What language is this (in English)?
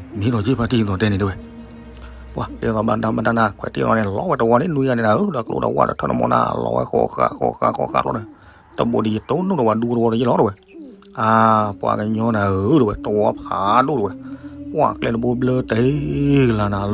S'gaw Karen